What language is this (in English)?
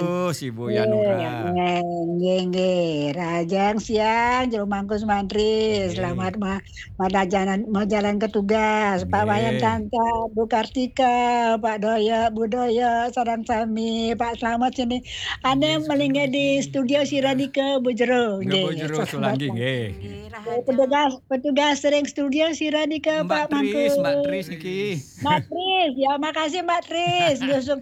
Balinese